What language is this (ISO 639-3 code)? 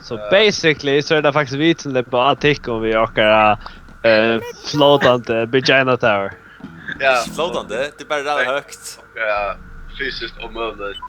fao